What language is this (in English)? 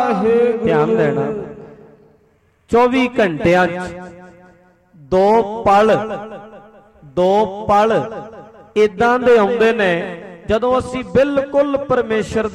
Punjabi